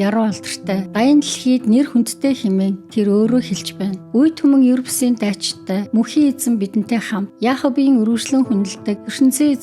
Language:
Mongolian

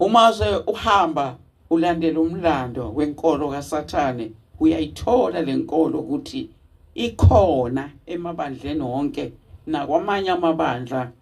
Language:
Zulu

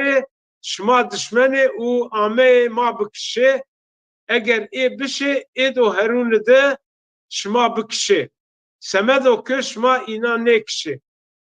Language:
Zaza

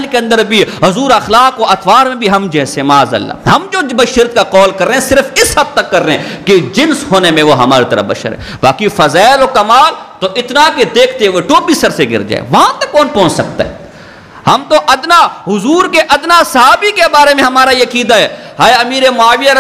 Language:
Urdu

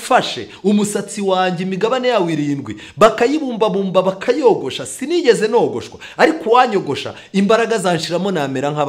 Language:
Kinyarwanda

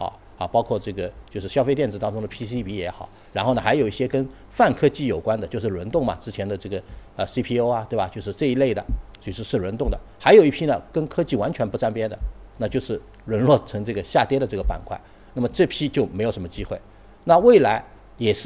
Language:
Chinese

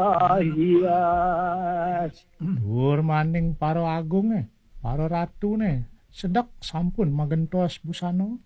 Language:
Balinese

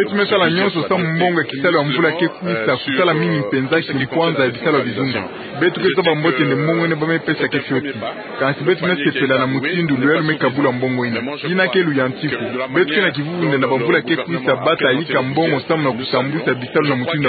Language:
Kituba (Democratic Republic of Congo)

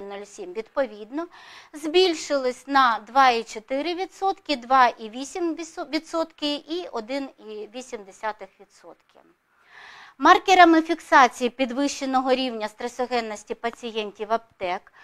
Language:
Ukrainian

